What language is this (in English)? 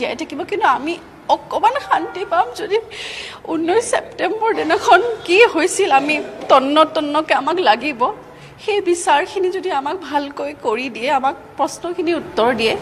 Assamese